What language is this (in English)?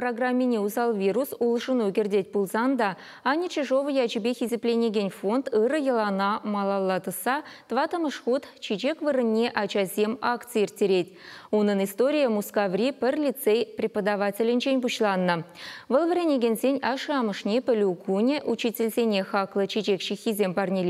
Chuvash